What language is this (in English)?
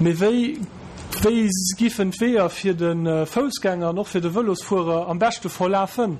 Luxembourgish